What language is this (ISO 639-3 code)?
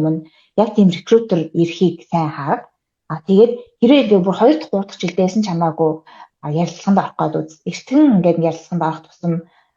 mon